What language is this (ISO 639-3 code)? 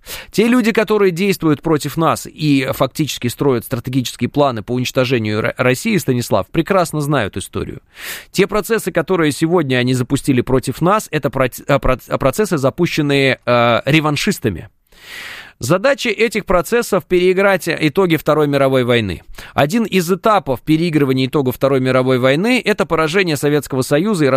rus